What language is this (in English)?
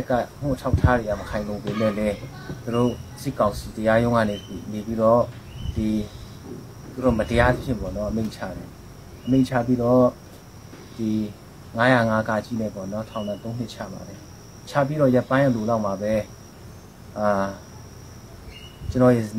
Burmese